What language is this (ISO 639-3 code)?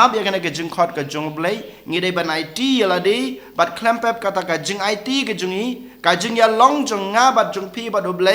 kha